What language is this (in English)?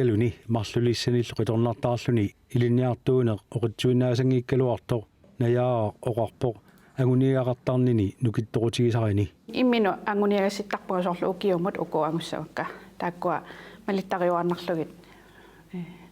Kalaallisut